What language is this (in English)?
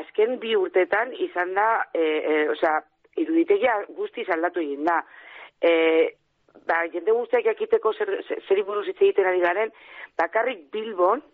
Basque